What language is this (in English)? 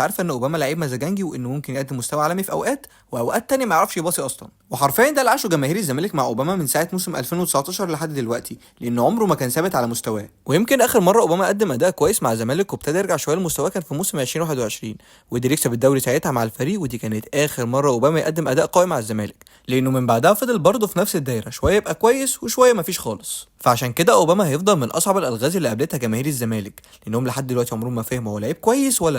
Egyptian Arabic